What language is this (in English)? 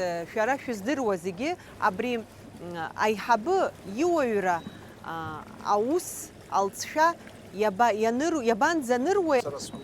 Abkhazian